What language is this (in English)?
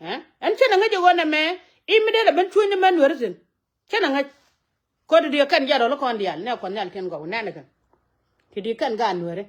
Nuer